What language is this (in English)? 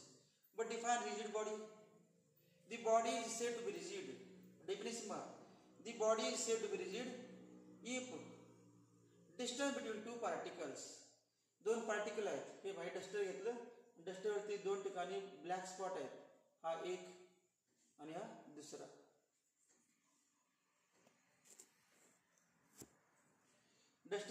Marathi